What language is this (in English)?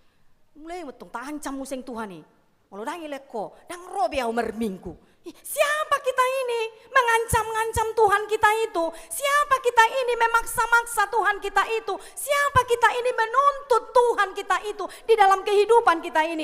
Batak Toba